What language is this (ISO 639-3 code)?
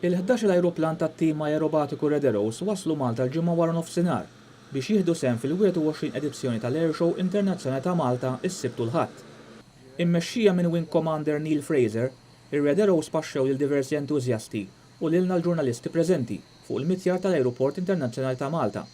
mlt